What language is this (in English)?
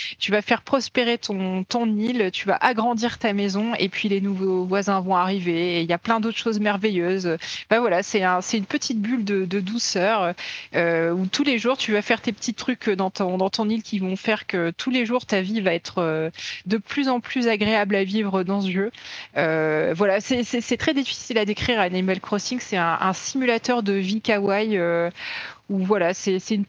French